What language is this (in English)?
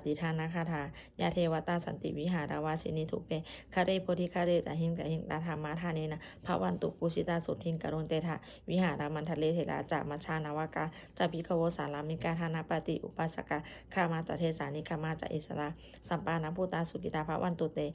Pali